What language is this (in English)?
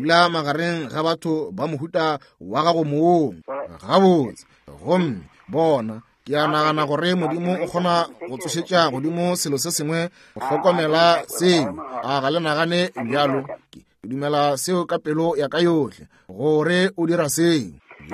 Northern Sotho